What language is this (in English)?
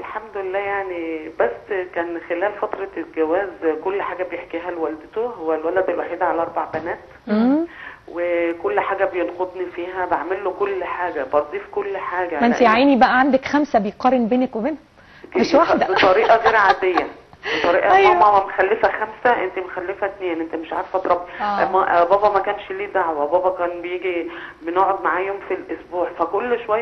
Egyptian Arabic